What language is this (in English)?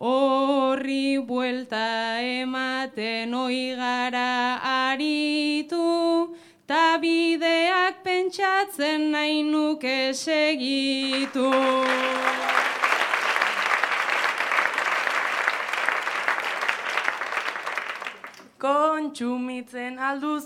Basque